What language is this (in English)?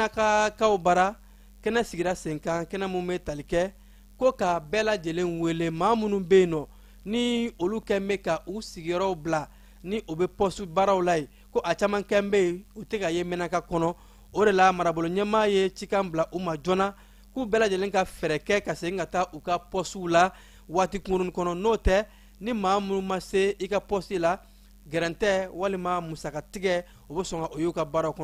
Bambara